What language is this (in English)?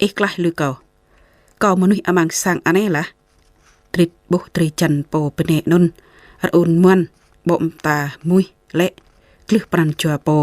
Jarai